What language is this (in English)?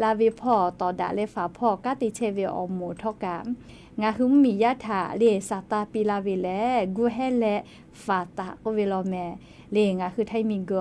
Lahu